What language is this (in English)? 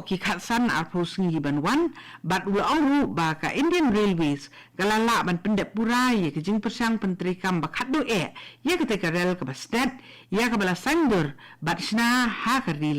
Khasi